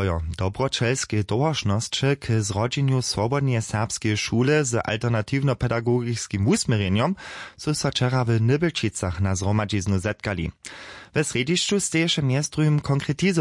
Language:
Upper Sorbian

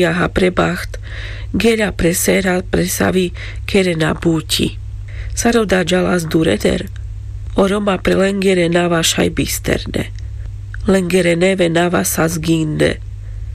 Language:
Carpathian Romani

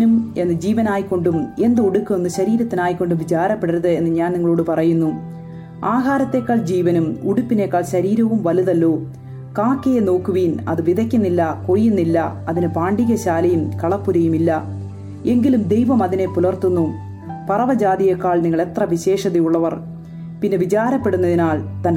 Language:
Malayalam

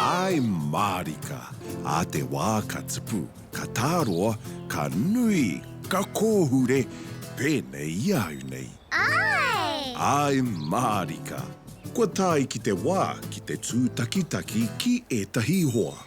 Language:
Māori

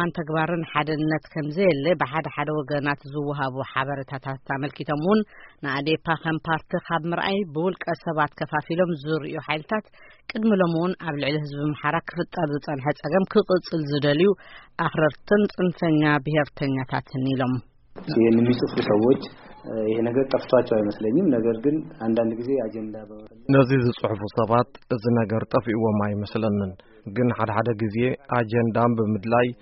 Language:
Tigrinya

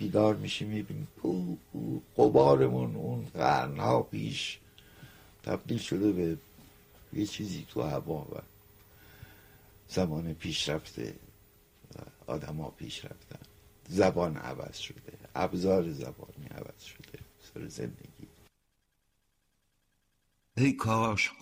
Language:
Persian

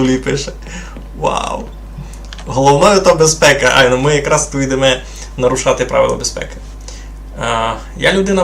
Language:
Rusyn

